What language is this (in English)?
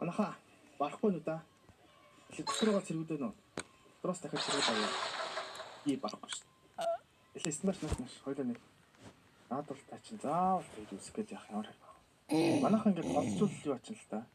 Mongolian